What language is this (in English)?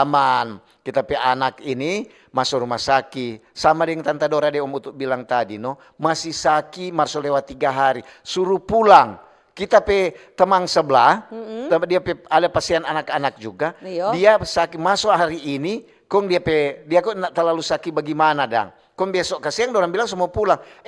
Manado Malay